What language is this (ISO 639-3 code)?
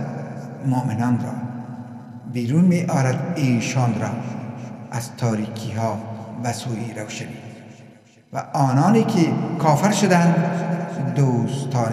fas